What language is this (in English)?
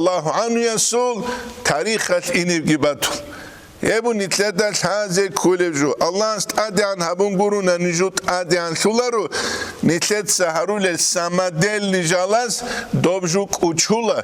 Avaric